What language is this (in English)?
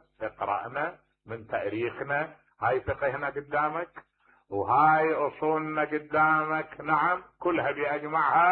Mesopotamian Arabic